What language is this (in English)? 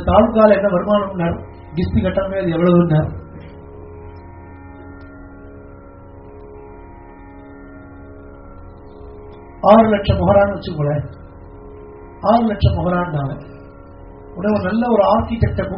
Tamil